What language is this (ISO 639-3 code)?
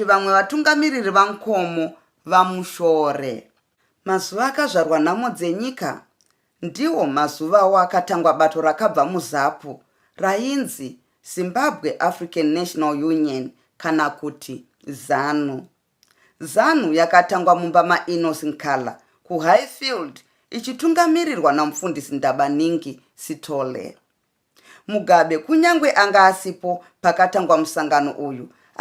sna